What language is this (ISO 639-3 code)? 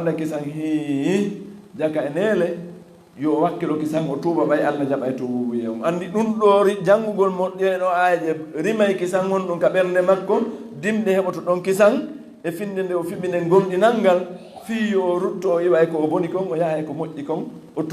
ful